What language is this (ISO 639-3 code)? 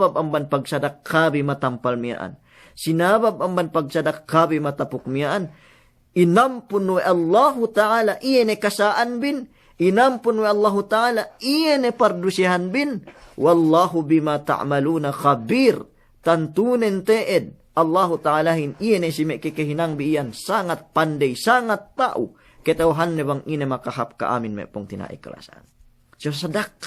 yka